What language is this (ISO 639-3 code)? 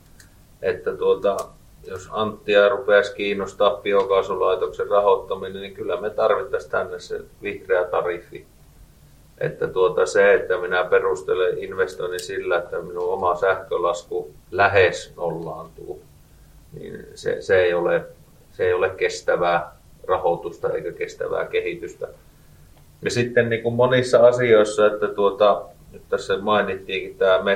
fin